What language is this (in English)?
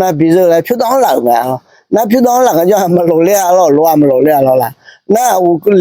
Akha